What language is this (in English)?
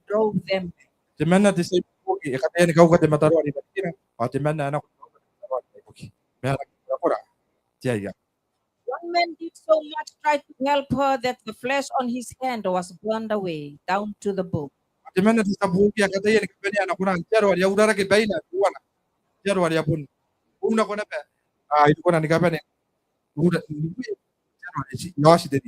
Gilbertese